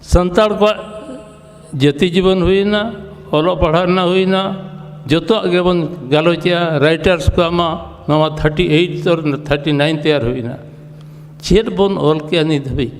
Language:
Santali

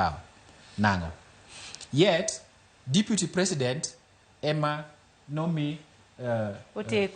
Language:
Luo (Kenya and Tanzania)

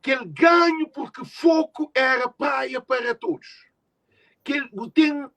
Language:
Kabuverdianu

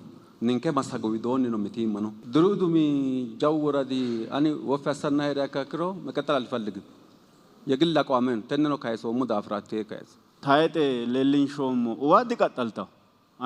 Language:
Sidamo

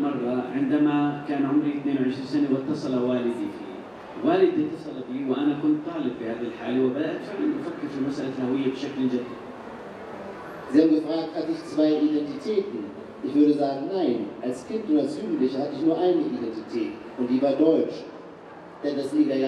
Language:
Arabic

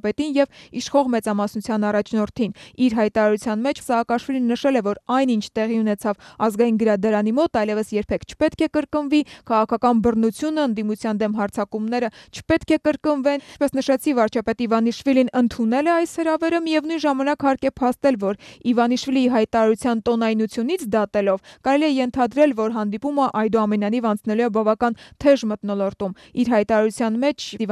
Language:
Armenian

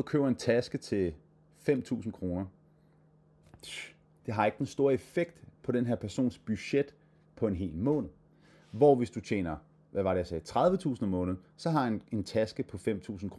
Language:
Danish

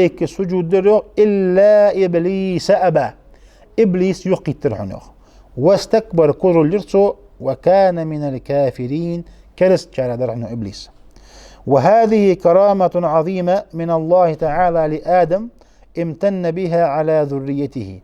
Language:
Ingush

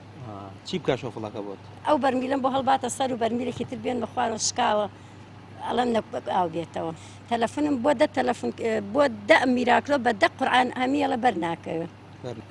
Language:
Central Kurdish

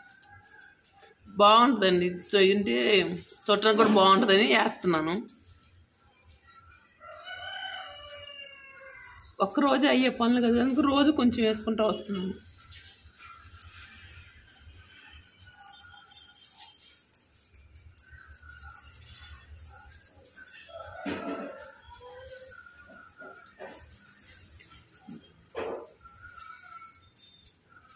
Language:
Telugu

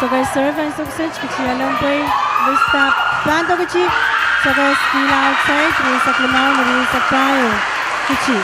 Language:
Pohnpeian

